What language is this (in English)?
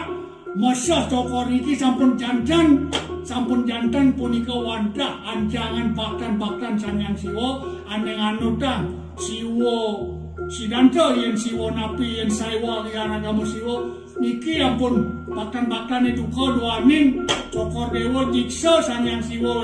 Balinese